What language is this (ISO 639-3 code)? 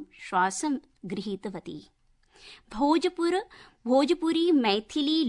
san